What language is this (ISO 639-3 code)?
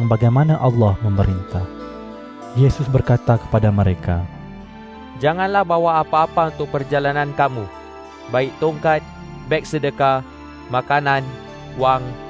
msa